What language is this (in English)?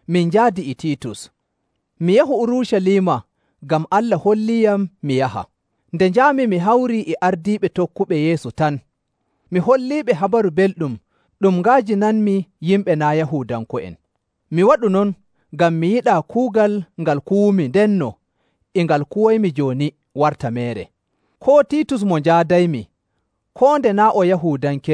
Nigerian Fulfulde